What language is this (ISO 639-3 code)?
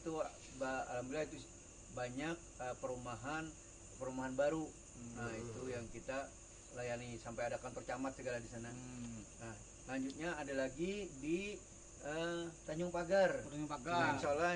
bjn